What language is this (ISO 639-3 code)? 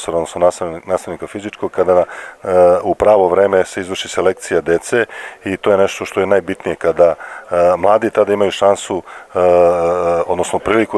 srp